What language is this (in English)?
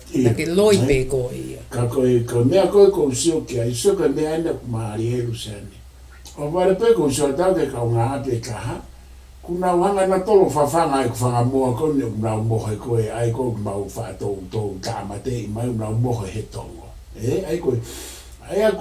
Tongan